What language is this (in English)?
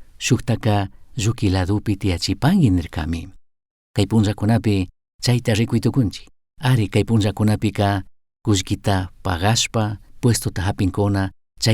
Chimborazo Highland Quichua